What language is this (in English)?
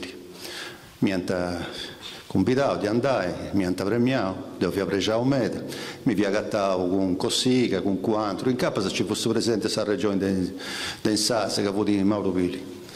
Sardinian